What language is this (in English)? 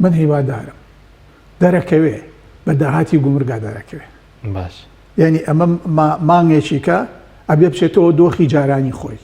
Central Kurdish